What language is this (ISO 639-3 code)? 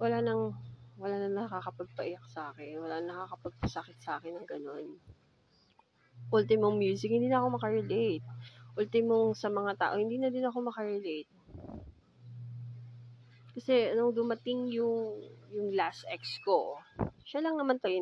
fil